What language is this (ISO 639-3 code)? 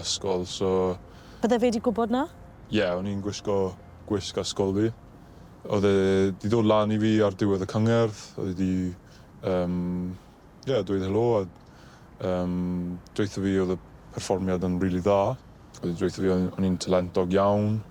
cym